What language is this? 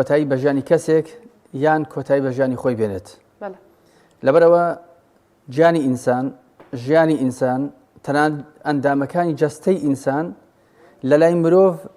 Central Kurdish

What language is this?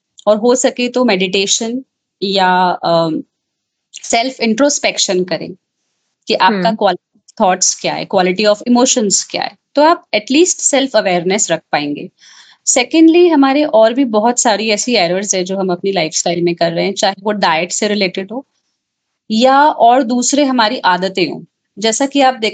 Hindi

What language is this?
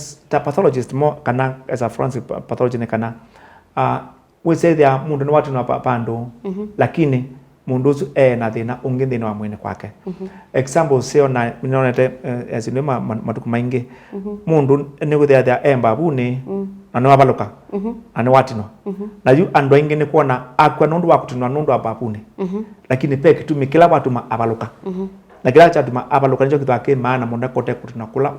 Kamba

